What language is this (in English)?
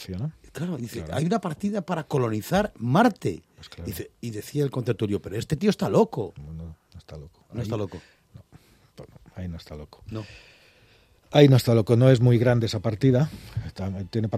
Spanish